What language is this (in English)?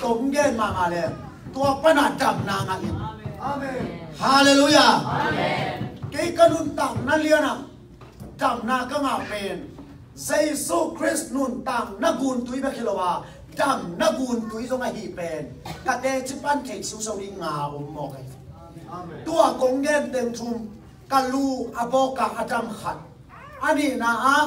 Tedim Chin